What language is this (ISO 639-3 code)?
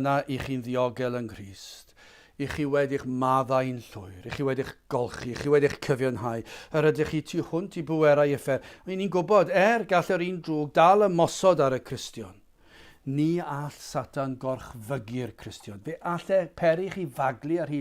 cym